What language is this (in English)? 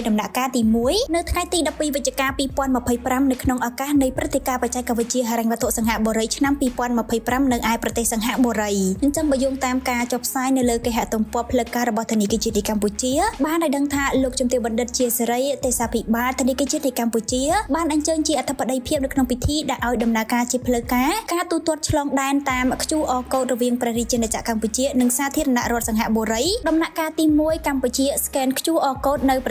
Khmer